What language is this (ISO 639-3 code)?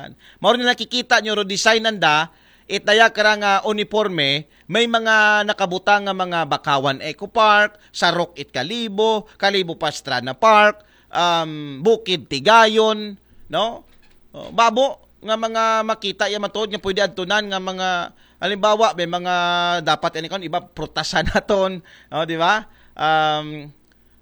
akl